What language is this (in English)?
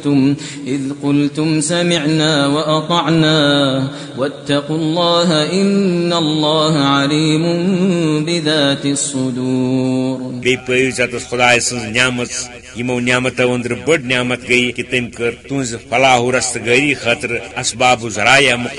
Kashmiri